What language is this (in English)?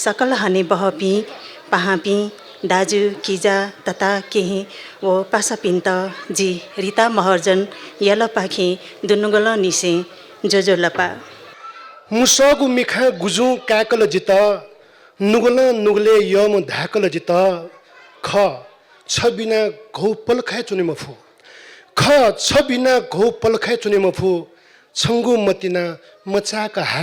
Newari